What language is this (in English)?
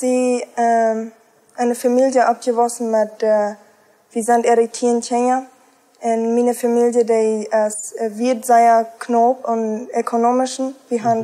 Plautdietsch